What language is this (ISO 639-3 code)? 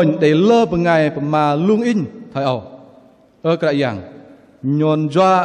bdq